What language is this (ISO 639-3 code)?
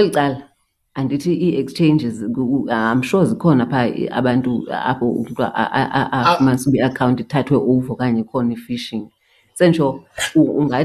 xho